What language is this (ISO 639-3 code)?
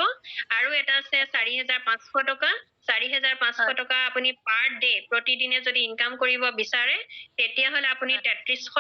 asm